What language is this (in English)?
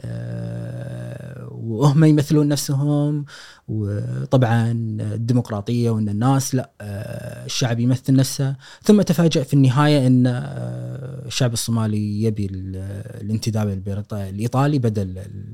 Gulf Arabic